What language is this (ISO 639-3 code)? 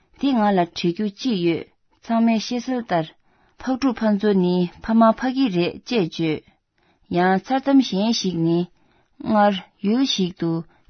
bod